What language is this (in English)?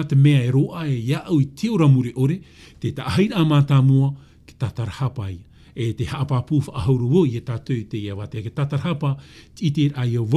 Tahitian